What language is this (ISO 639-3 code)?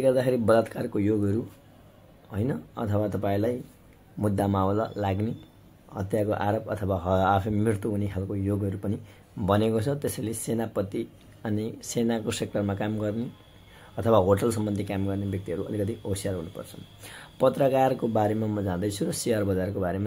nep